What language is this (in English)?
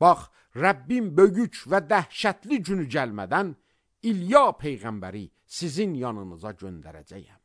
Azerbaijani